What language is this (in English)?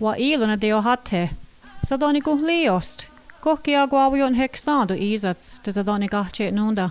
Mohawk